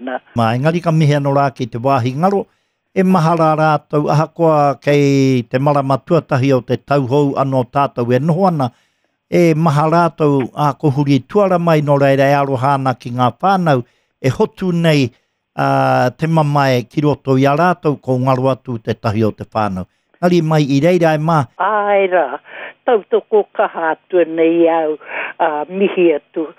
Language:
Māori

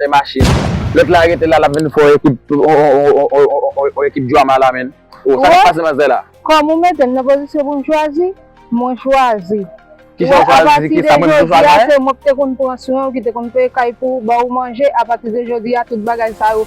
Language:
Haitian Creole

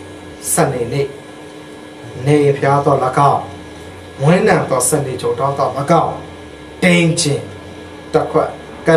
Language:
Burmese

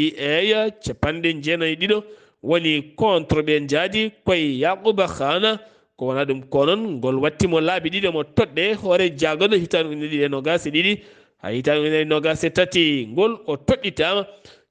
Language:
Fula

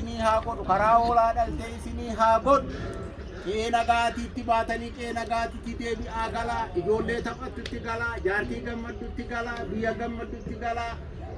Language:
Oromo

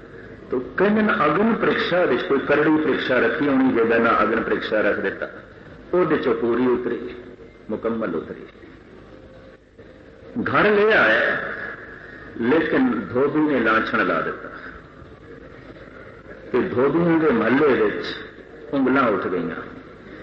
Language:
Punjabi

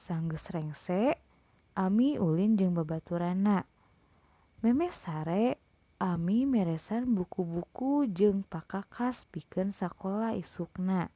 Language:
Sundanese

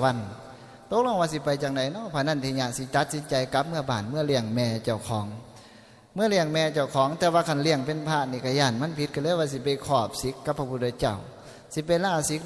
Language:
Northeastern Thai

